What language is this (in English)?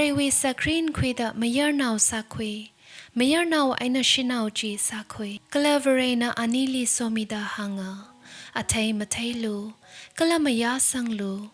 Tangkhul Naga (India)